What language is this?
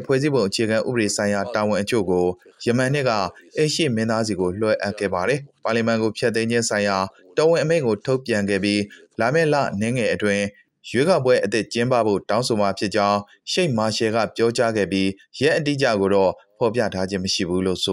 Burmese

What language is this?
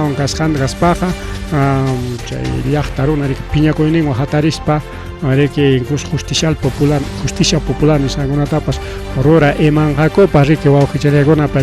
Ayacucho Quechua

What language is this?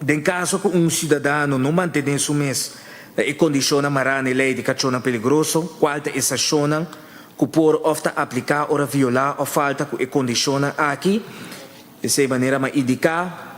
Papiamento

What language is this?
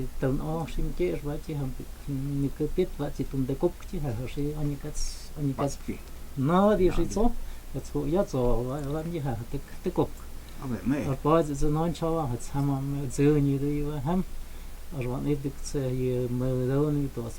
Totontepec Mixe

